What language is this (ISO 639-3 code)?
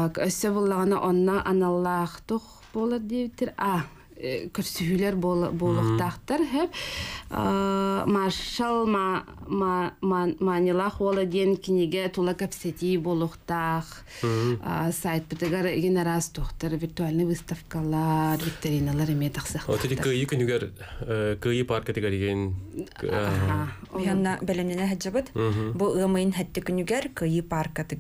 sah